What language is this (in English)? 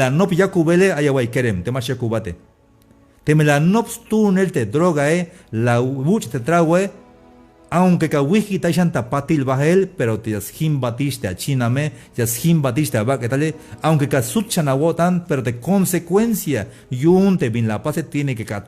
Tzeltal